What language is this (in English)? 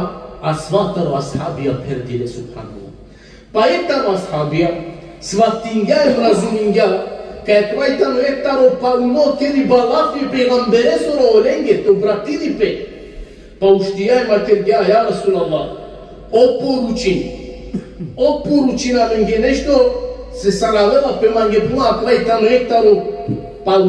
Balkan Romani